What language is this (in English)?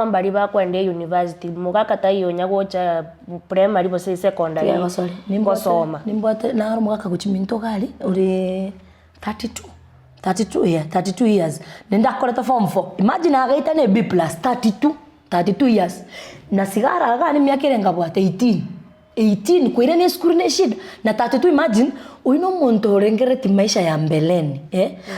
Gusii